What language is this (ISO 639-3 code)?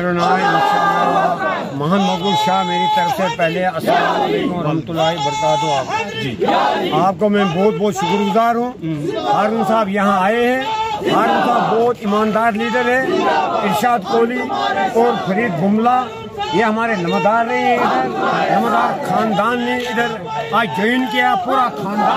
gju